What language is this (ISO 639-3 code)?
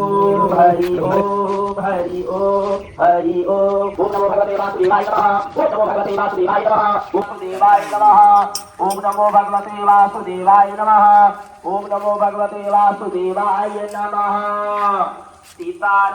mai